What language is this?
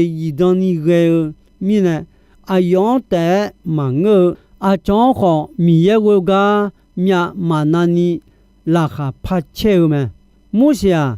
Akha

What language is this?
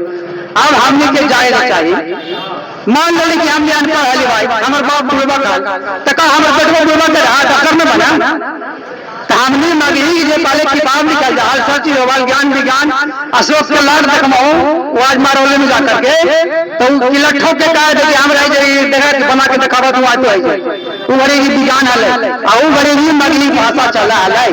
Magahi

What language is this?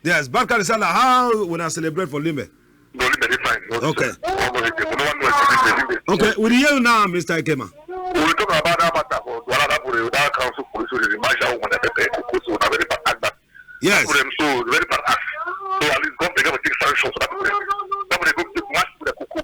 Cameroon Pidgin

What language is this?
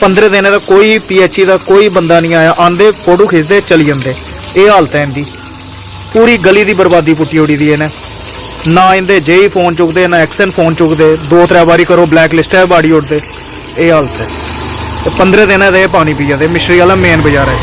Dogri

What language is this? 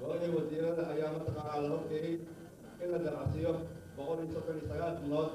Somali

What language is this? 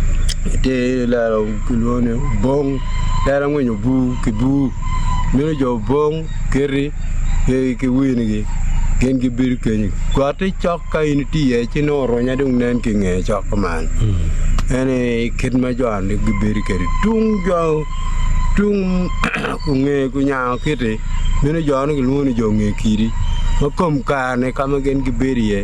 Acoli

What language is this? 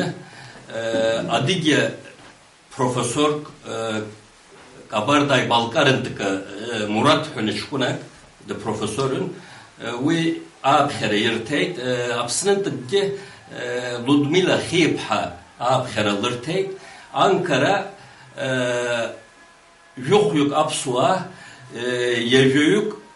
Abkhazian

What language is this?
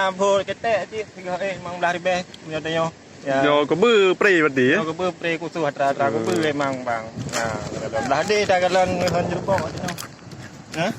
Achinese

